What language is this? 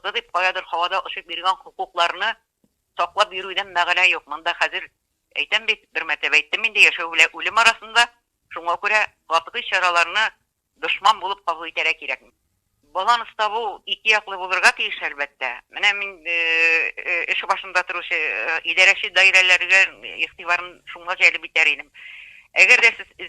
Tatar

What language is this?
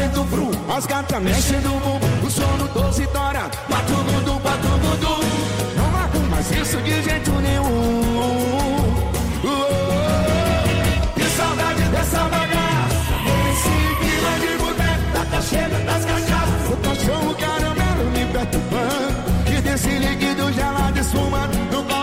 Portuguese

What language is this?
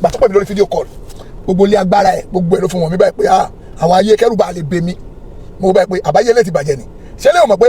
Yoruba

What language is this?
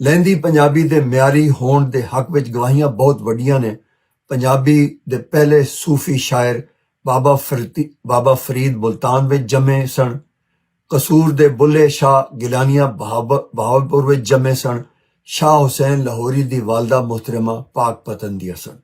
Western Panjabi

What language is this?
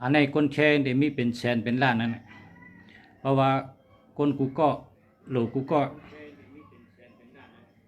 Shan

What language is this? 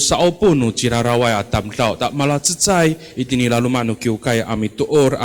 Amis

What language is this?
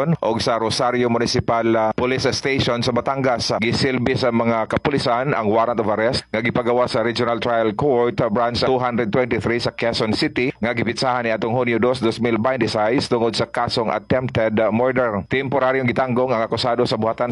Cebuano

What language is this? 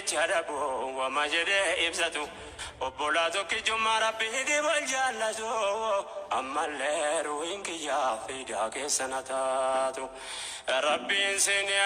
Oromo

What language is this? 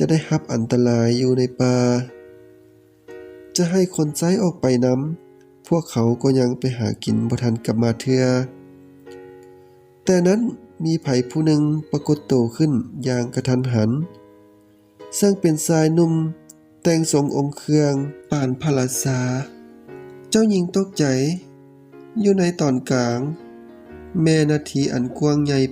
Lao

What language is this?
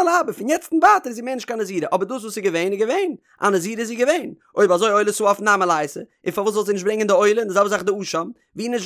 Yiddish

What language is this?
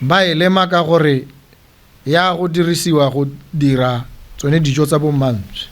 Tswana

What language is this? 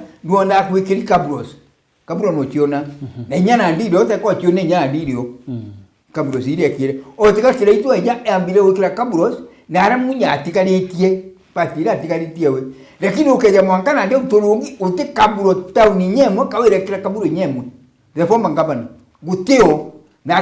Meru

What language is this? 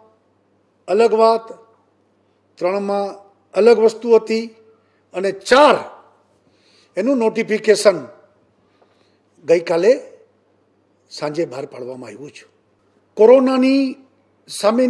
Gujarati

